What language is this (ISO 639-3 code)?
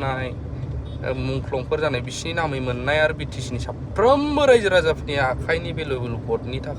brx